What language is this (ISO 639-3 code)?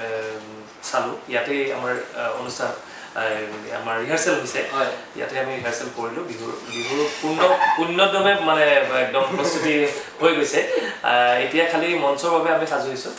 asm